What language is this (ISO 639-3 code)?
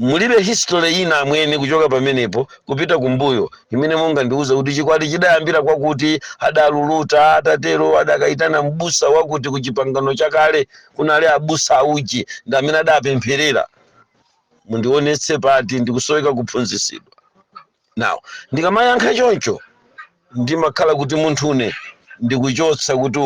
nya